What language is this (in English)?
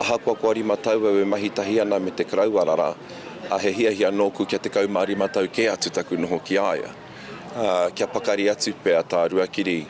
Māori